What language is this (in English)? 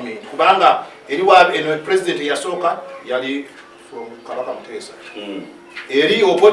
Ganda